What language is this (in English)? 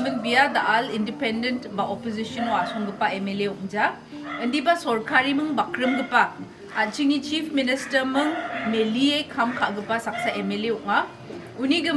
Garo